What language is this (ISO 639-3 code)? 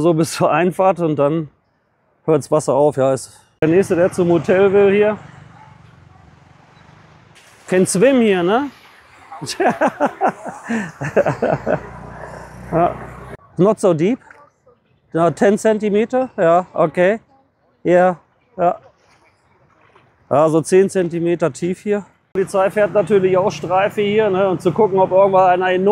deu